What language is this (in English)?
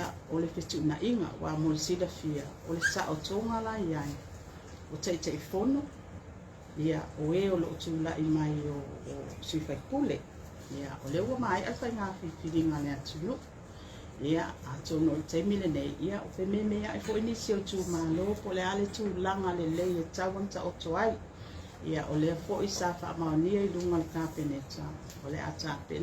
Samoan